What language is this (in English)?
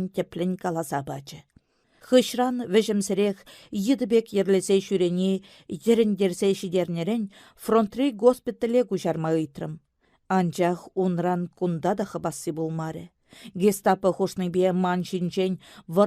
Chuvash